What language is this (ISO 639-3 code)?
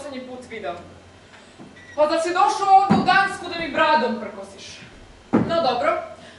srp